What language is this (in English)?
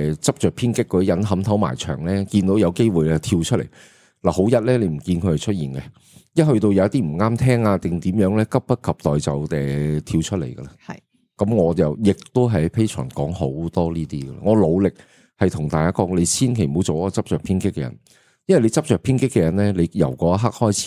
Cantonese